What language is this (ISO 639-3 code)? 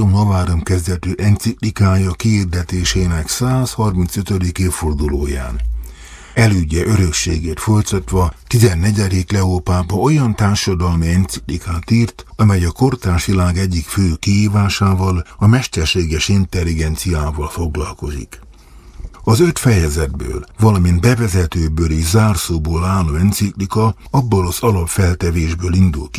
hun